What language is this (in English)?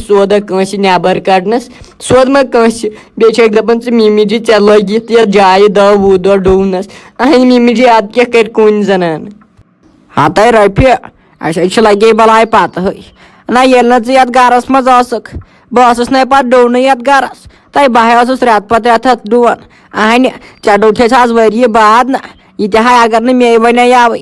Kashmiri